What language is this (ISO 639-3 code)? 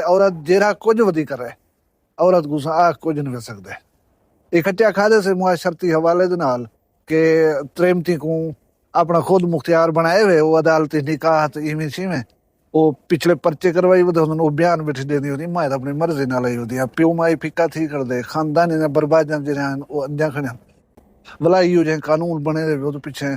skr